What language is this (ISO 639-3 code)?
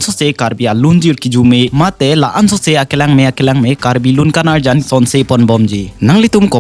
mjw